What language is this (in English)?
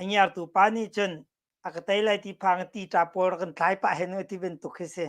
Hakha Chin